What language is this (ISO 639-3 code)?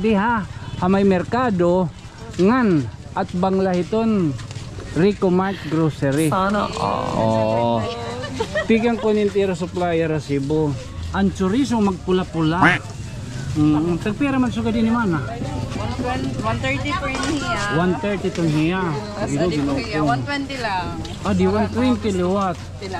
war